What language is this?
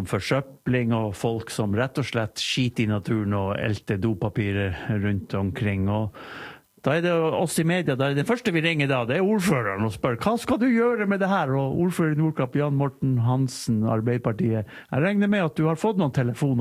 Norwegian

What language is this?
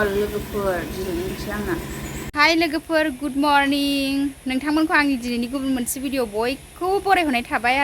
Bodo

